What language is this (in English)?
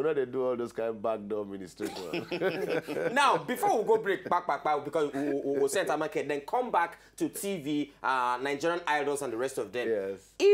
Nigerian Pidgin